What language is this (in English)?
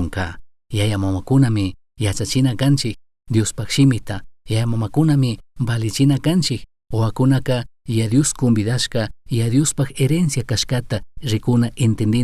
Chimborazo Highland Quichua